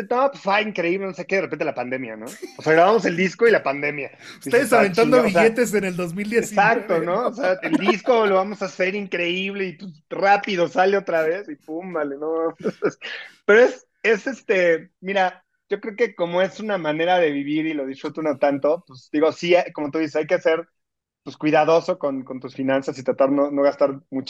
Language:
Spanish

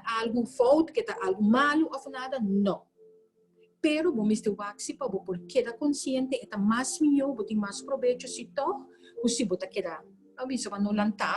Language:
Papiamento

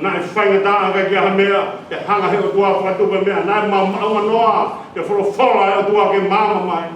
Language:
Tongan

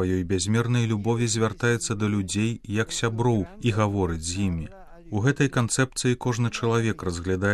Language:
Belarusian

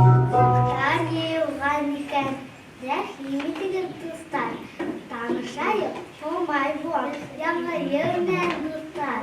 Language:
Bashkir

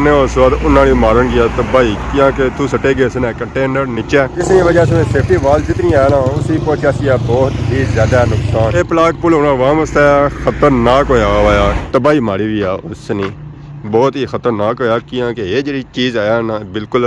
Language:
Pahari-Potwari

